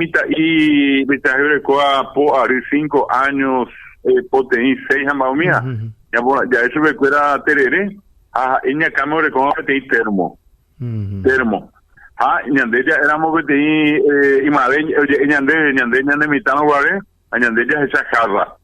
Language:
Guarani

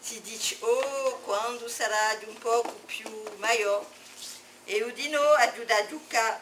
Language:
Corsican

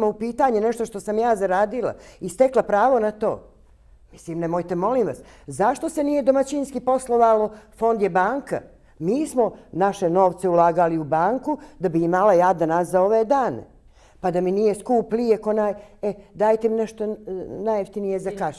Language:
Bosnian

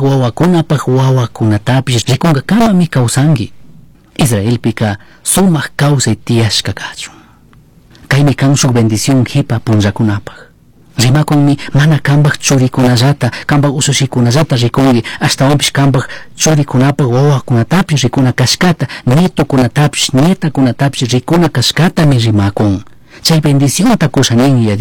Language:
Chimborazo Highland Quichua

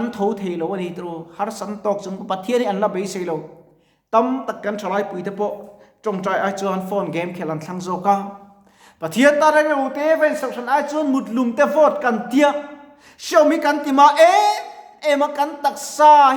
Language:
Mizo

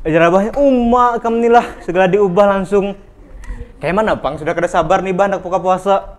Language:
Banjar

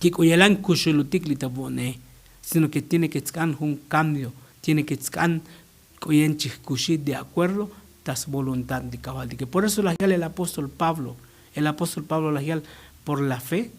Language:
Tzotzil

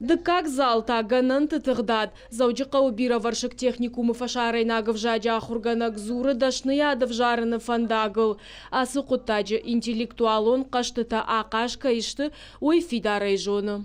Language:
Ossetic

